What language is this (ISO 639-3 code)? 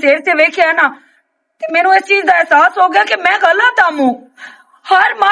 lah